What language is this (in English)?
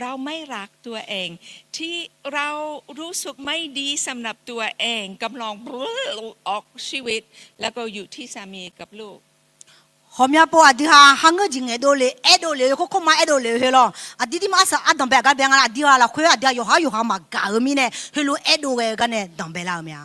Akha